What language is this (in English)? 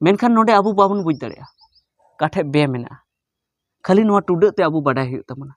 Santali